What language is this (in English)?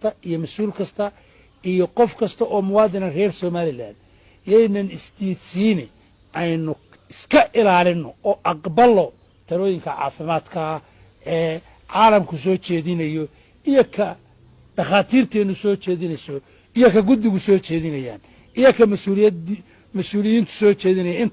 Somali